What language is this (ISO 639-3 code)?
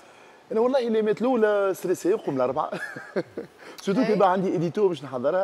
aeb